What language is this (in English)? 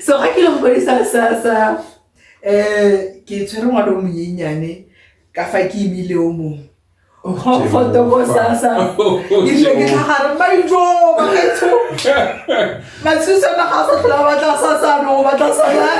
Tswana